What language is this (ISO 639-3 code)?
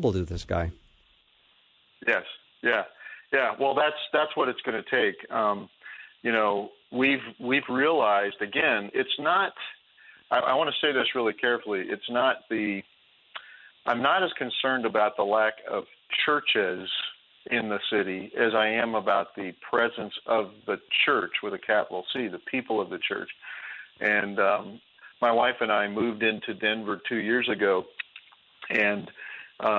eng